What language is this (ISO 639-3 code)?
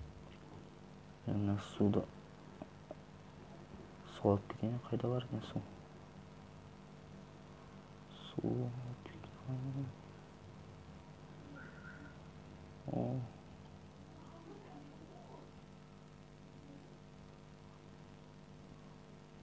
kaz